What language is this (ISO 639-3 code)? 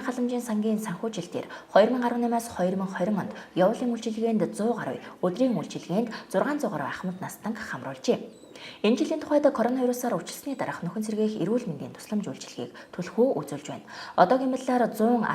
mon